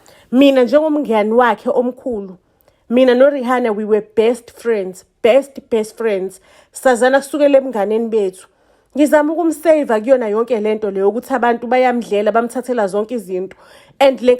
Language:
Zulu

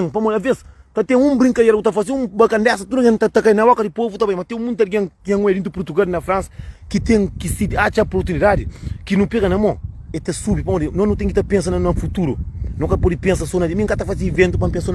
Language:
Kabuverdianu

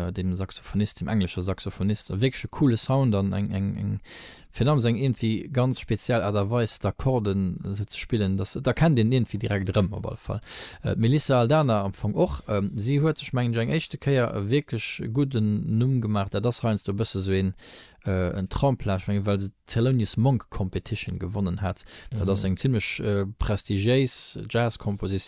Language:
Luxembourgish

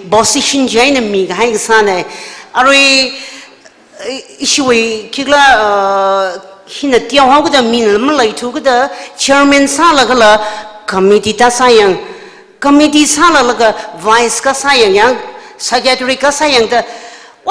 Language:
Tangkhul Naga (India)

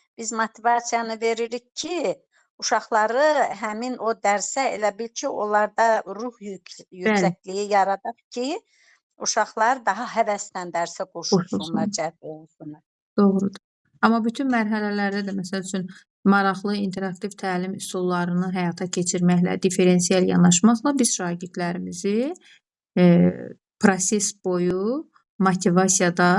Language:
Azerbaijani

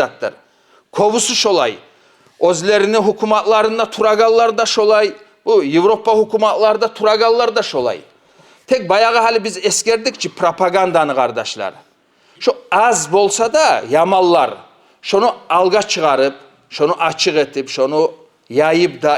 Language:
Kumyk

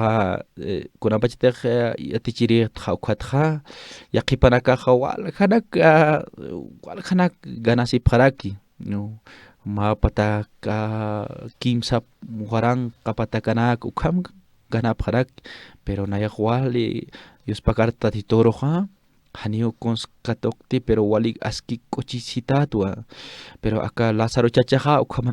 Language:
Aymara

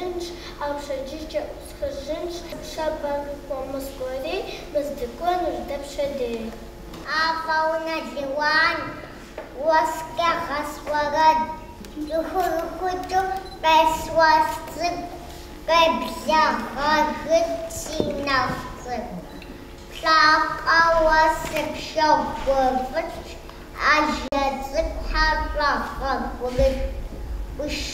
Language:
Kabardian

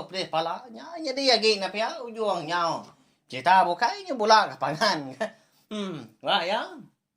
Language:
Iban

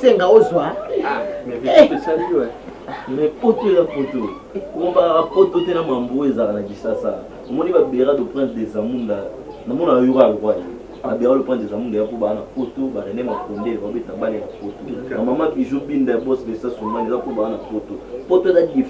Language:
Lingala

